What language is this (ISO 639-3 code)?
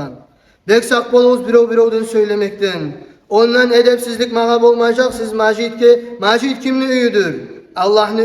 kum